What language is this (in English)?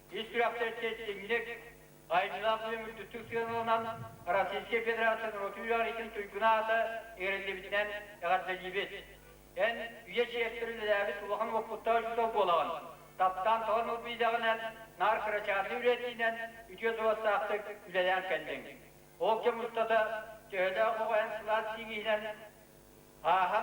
Yakut